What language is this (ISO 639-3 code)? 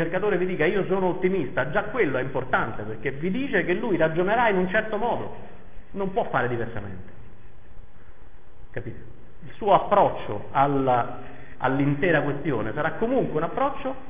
ita